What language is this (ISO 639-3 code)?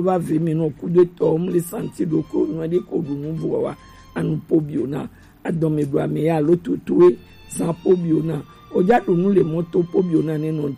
gej